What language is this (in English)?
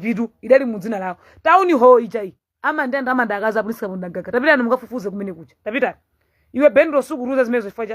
Nyanja